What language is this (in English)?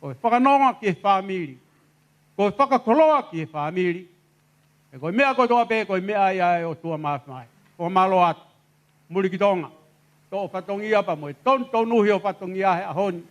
Tongan